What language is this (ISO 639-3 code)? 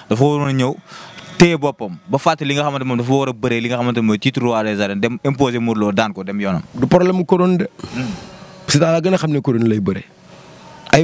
wol